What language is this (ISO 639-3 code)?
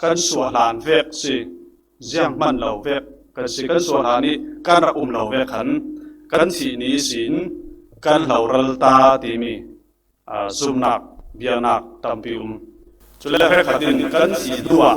cfm